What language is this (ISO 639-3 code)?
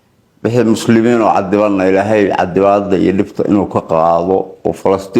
som